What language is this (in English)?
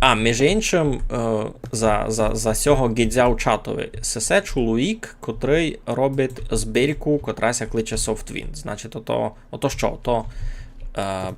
Rusyn